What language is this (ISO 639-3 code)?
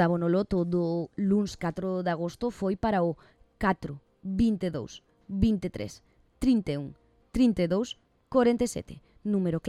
glg